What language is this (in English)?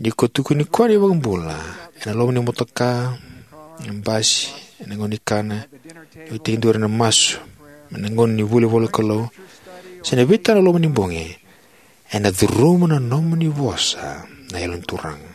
Fijian